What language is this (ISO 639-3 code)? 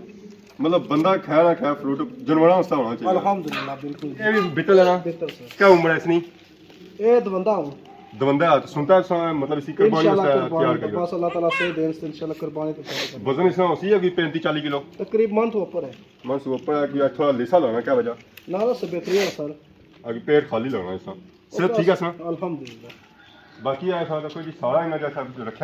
phr